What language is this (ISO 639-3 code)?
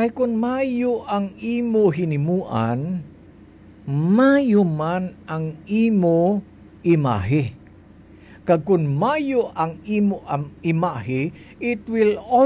hil